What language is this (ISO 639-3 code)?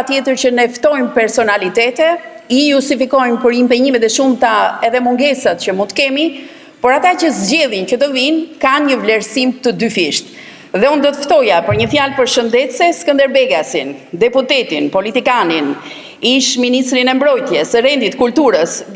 sqi